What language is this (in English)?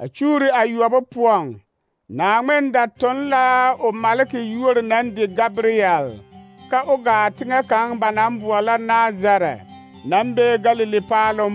Southern Dagaare